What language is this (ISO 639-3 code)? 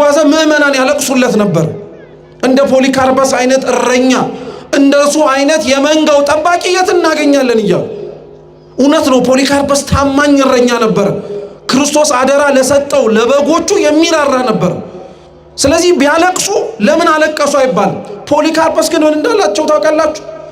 amh